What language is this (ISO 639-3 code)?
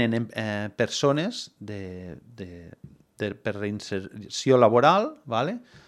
cat